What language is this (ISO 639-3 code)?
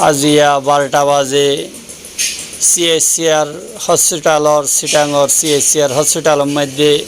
rhg